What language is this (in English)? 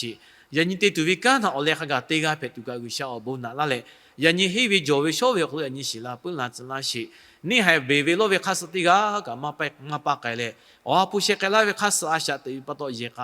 Lahu